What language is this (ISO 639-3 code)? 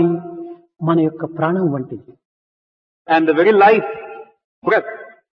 tel